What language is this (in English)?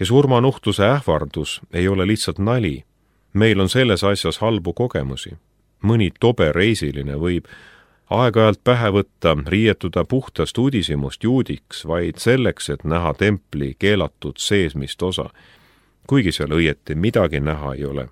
Estonian